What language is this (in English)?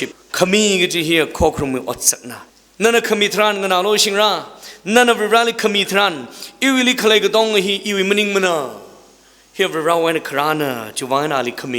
Tangkhul Naga (India)